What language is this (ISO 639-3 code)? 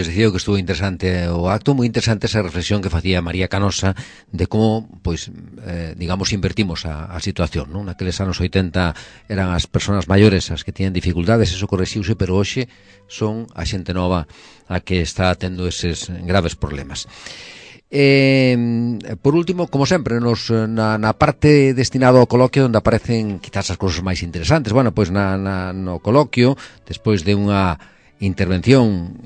glg